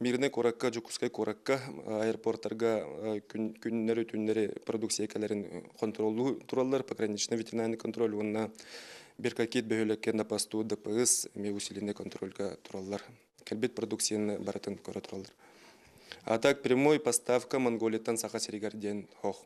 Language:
Yakut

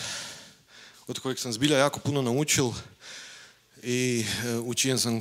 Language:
Croatian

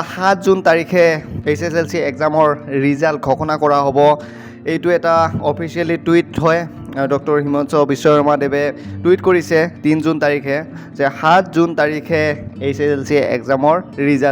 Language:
Assamese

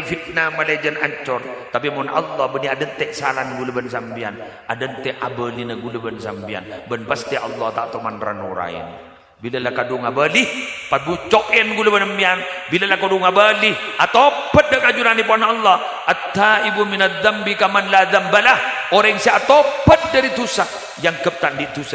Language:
Madurese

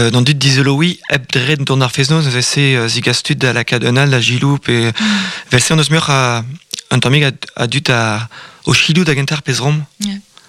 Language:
Breton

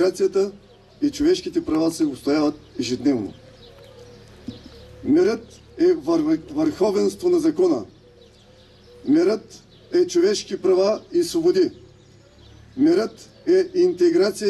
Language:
Bulgarian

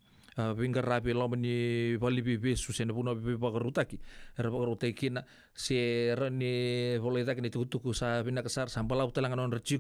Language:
Fijian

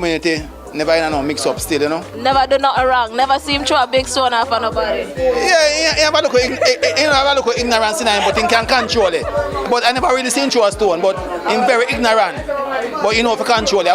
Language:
Jamaican Creole English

